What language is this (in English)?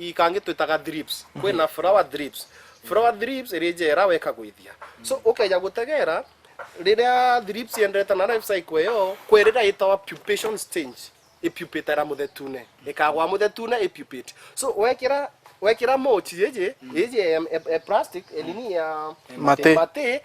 Meru